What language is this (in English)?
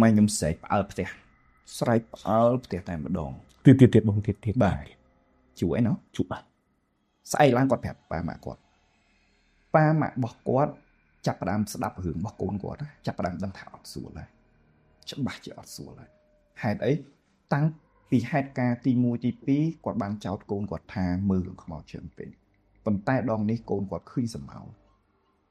Khmer